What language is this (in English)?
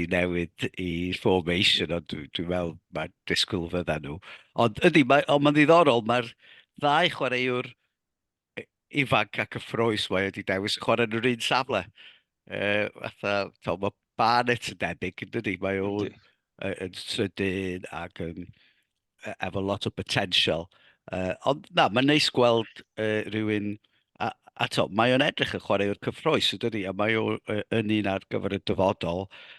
Welsh